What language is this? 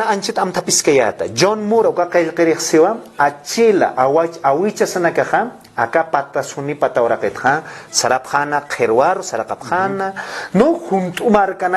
Aymara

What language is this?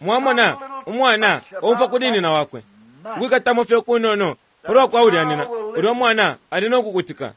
Bemba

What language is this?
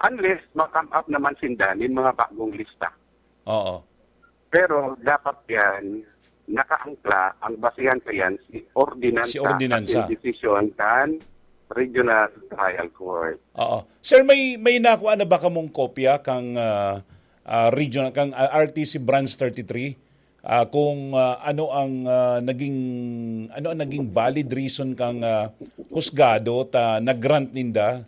Bikol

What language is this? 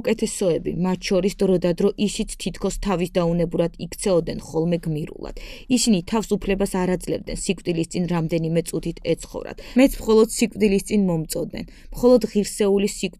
Georgian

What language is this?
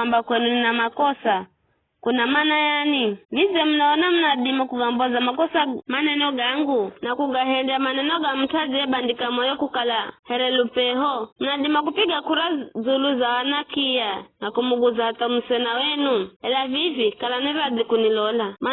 Giryama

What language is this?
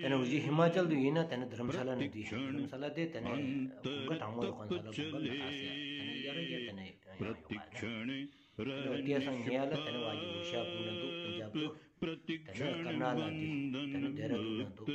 Stod Bhoti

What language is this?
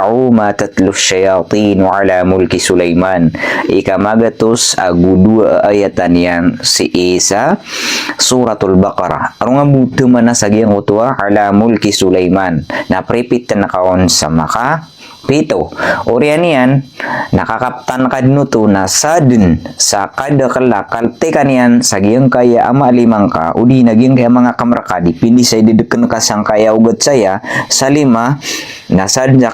Maranao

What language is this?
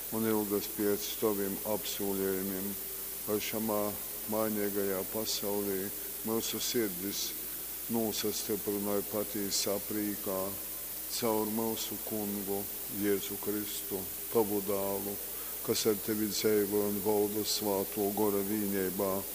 Latgalian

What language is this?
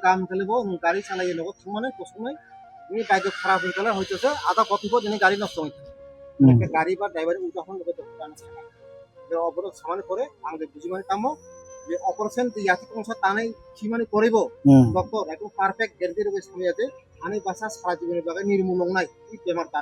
Kok Borok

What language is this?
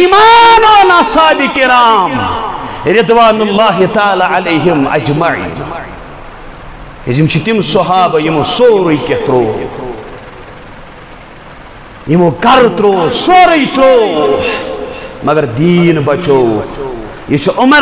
Kashmiri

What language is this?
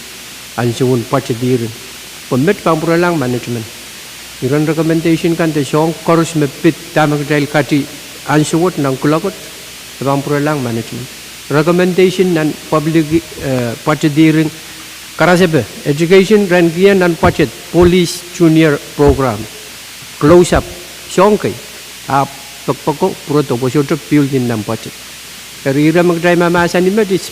Pohnpeian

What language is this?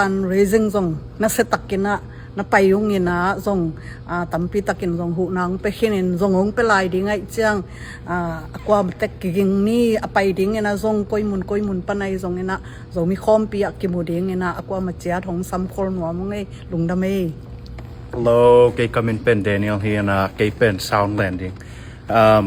Tedim Chin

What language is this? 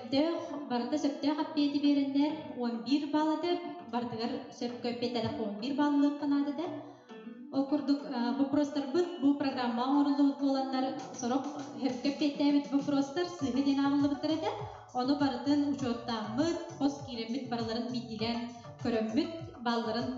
Yakut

